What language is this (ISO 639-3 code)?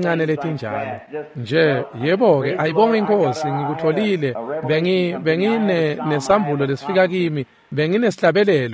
ssw